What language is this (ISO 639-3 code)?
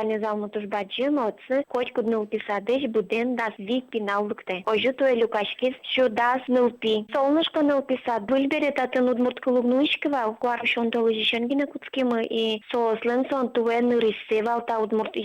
udm